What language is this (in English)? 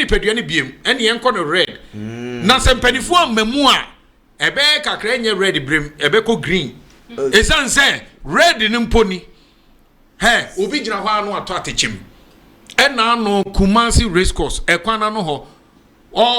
Akan